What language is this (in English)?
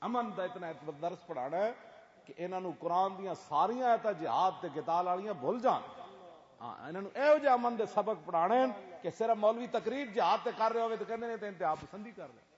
Western Panjabi